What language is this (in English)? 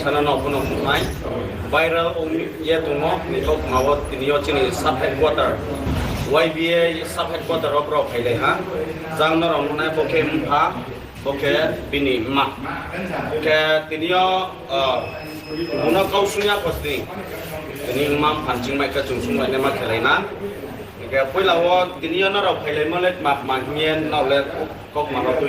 Riang (India)